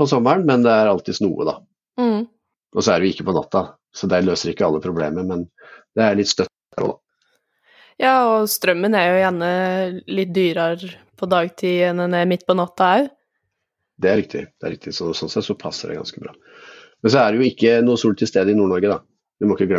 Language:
Norwegian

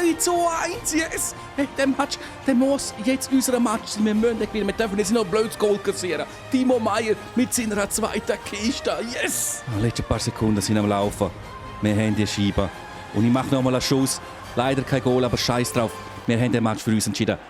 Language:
Swiss German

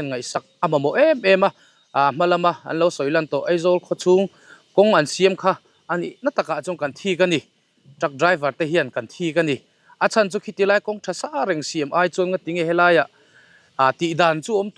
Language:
Mizo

